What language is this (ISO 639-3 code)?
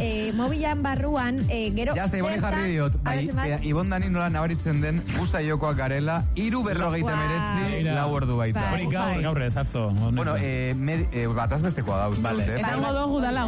eus